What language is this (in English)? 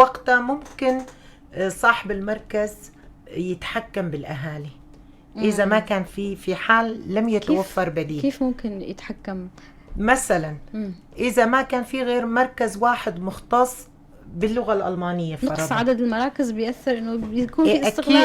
North Levantine Arabic